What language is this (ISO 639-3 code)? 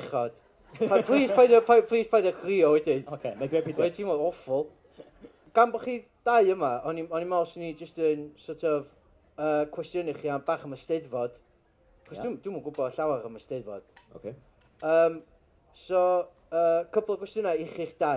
cym